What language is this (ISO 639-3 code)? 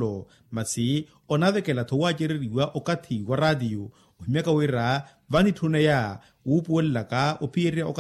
vmw